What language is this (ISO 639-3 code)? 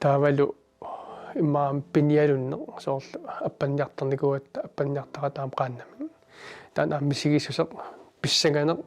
kal